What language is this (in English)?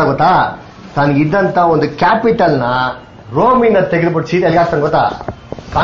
Kannada